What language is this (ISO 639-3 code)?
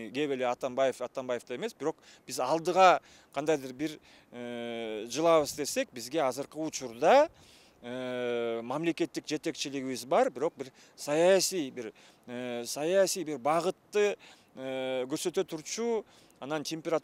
kir